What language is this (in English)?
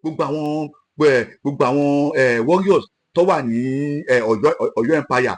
Yoruba